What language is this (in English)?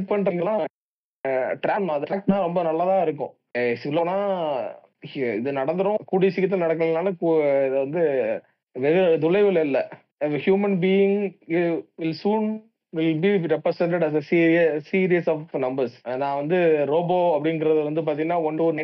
Tamil